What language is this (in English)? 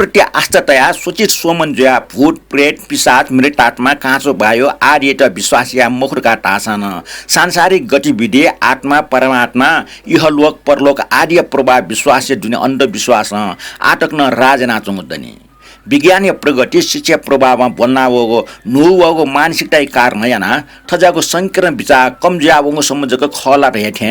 Newari